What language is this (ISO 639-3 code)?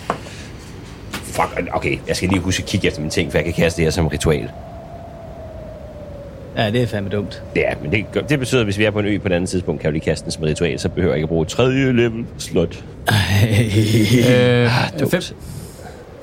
dan